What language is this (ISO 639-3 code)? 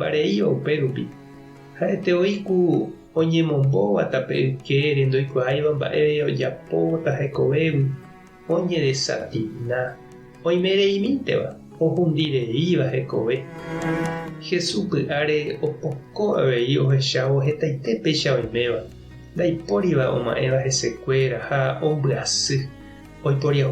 grn